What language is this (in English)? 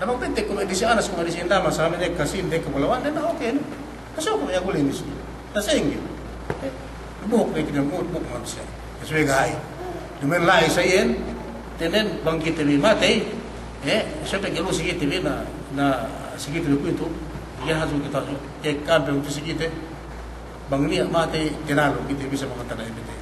Yakan